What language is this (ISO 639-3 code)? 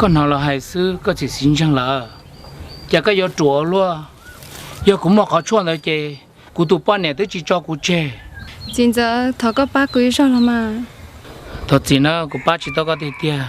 hmn